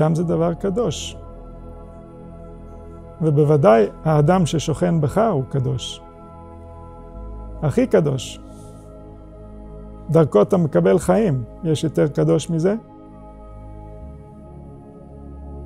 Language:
Hebrew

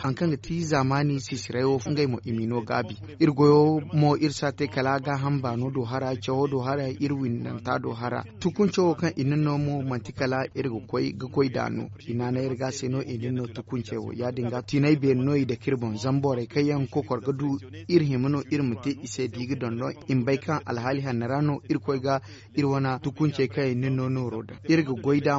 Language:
Zarma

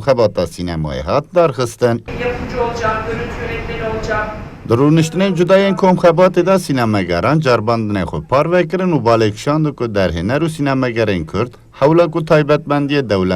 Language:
Kurdish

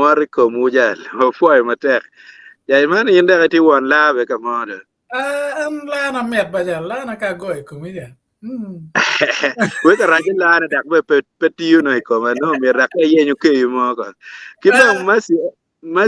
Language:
Acoli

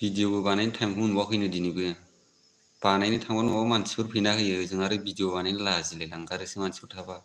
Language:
Bodo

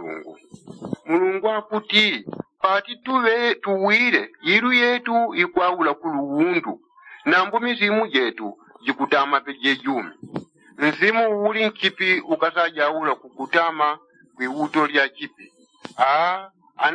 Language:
Yao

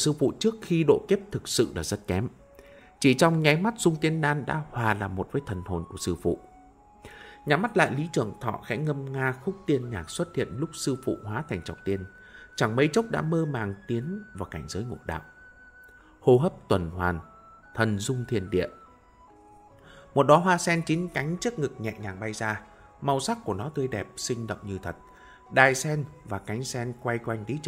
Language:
Vietnamese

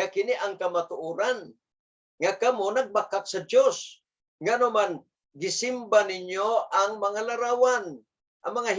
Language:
Cebuano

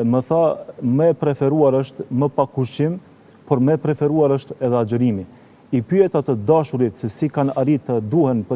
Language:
Albanian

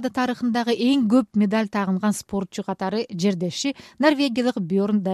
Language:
Kyrgyz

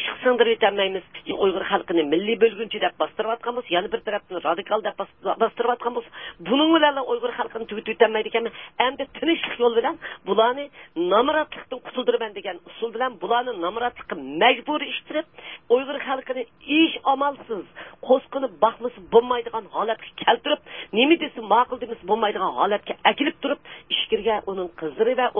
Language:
Uyghur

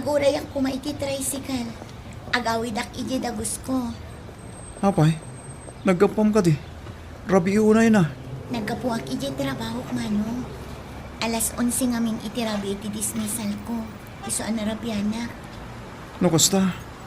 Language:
Iloko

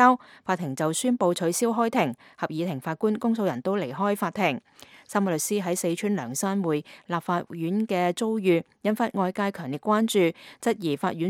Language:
Cantonese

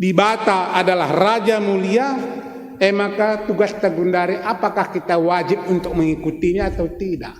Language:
Batak Karo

